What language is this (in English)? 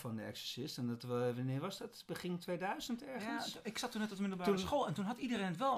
Dutch